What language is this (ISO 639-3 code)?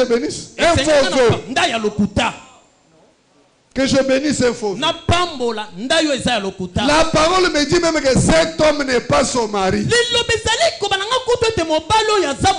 fra